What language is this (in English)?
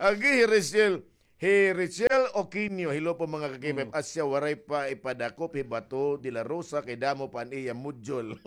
Waray